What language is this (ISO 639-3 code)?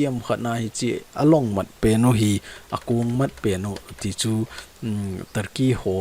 tcz